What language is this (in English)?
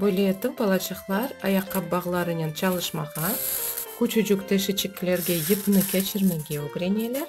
Crimean Tatar